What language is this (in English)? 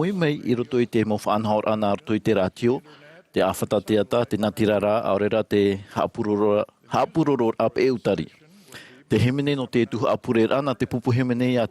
Tahitian